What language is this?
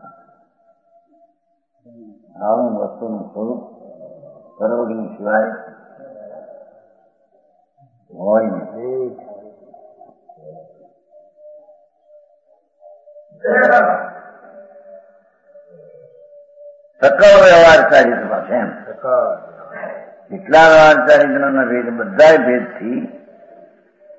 Gujarati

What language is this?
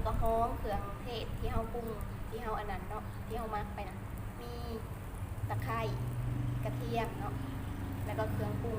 Lao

